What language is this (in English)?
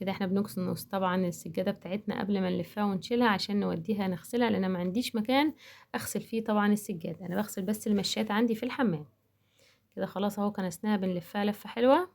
Egyptian Arabic